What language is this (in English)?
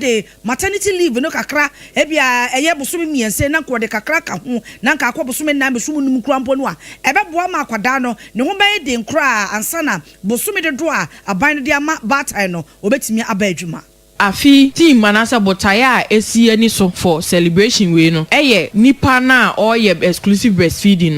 Akan